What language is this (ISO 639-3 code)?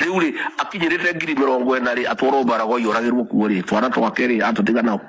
kik